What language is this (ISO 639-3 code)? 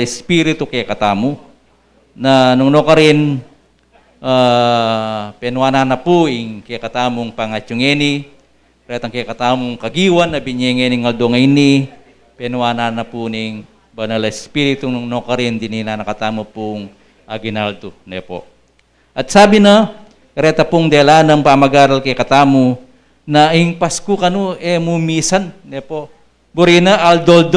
pam